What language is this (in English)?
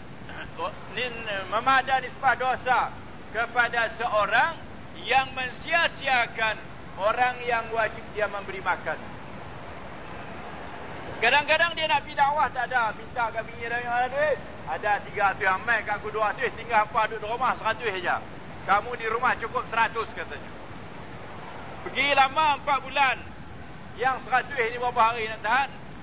Malay